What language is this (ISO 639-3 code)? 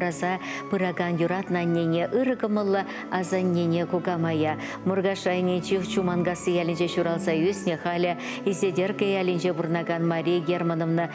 chv